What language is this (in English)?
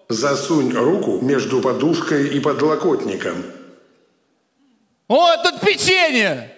Russian